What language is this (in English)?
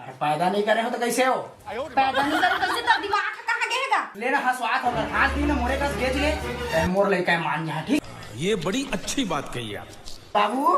Chhattisgarhi